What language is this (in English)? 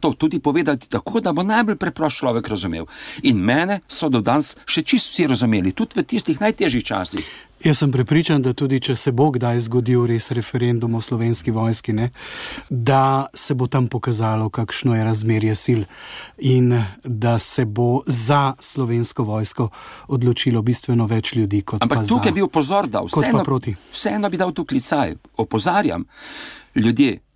Slovenian